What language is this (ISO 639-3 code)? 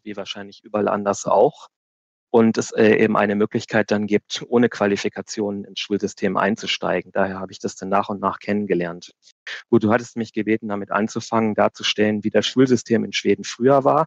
deu